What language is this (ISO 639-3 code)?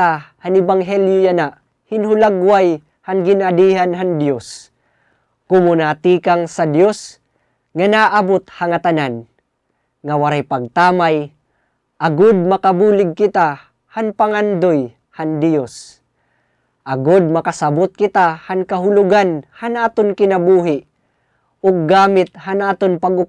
war